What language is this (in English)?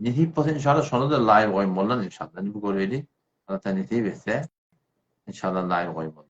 Turkmen